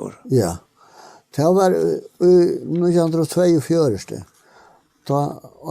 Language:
Faroese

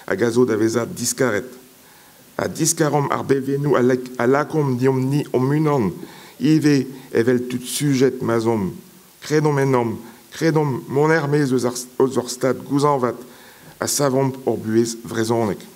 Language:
Breton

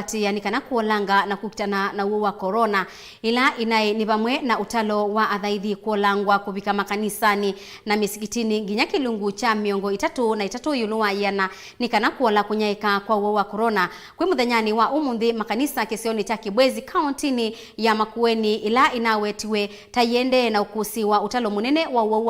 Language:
Kamba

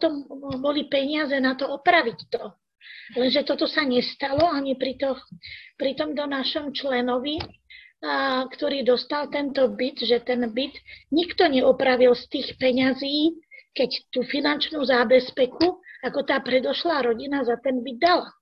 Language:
Slovak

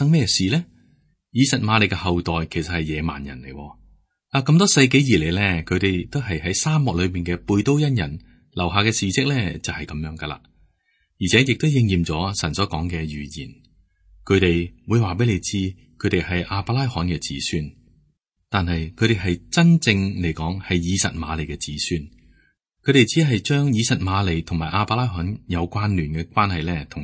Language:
Cantonese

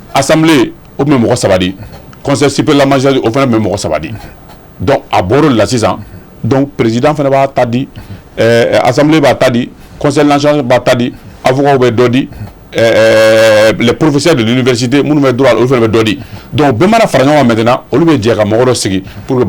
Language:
Bambara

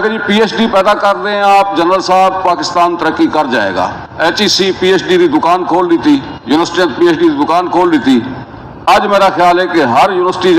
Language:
Saraiki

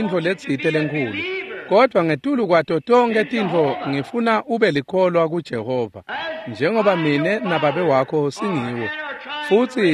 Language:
Swati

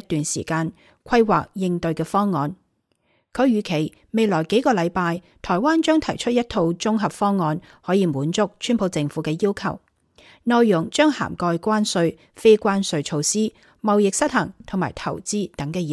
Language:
Cantonese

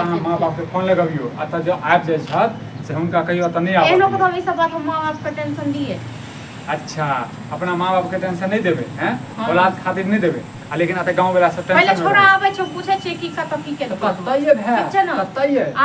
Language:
Maithili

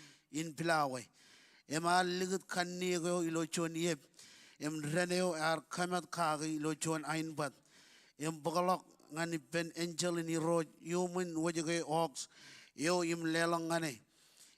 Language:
Marshallese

